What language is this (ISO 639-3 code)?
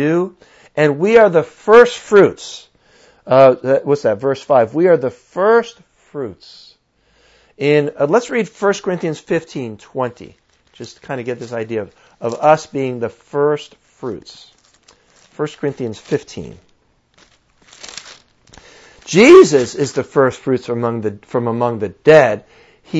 eng